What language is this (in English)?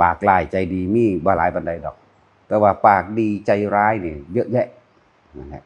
Northeastern Thai